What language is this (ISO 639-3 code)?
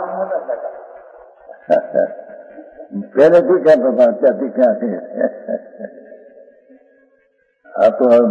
guj